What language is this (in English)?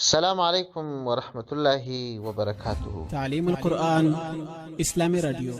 Pashto